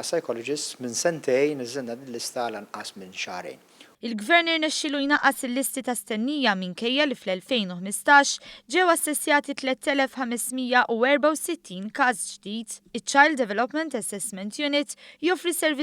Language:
Maltese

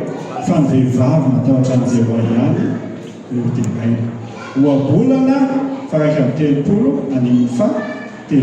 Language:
Malagasy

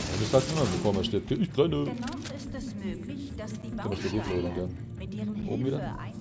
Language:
Bavarian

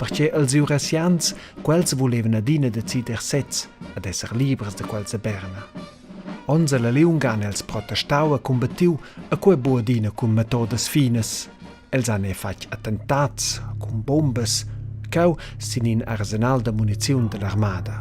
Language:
Romansh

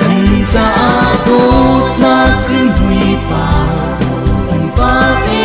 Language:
Hakha Chin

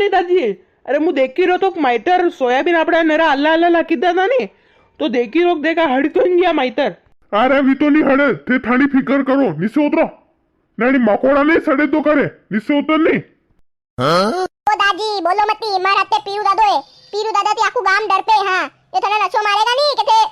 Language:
Rajasthani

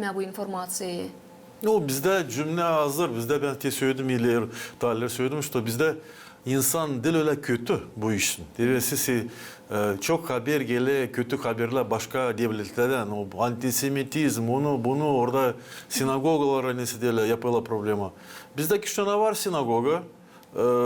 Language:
Gagauz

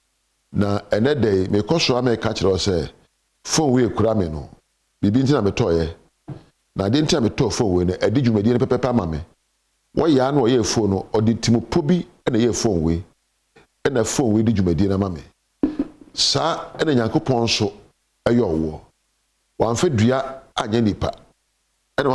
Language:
Akan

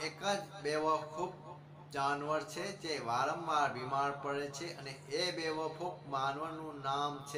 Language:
Gujarati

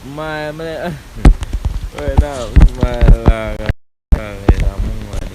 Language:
Jamaican Creole English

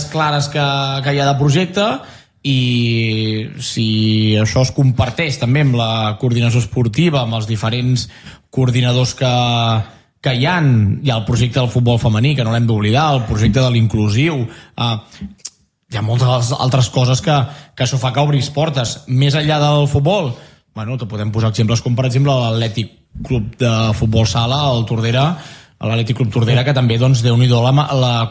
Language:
Catalan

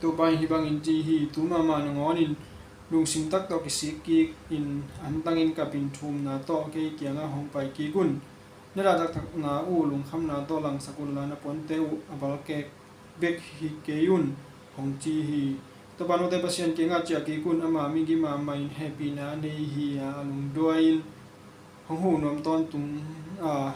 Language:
Tedim Chin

